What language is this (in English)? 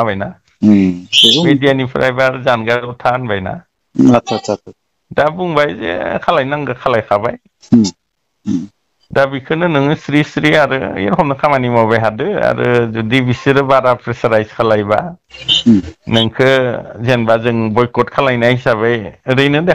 Bodo